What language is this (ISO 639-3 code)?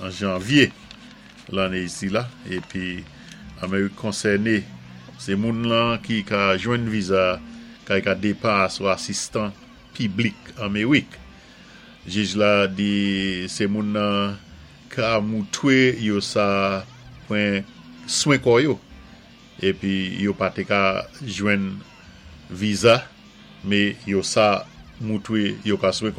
acf